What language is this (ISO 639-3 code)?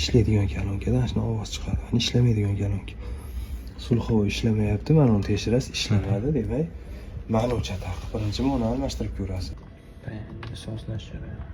uzb